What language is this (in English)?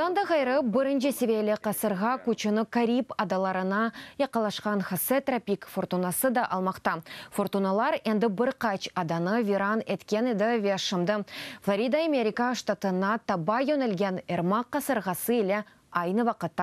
Crimean Tatar